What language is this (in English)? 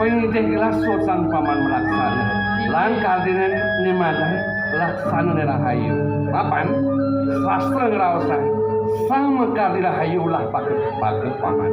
Balinese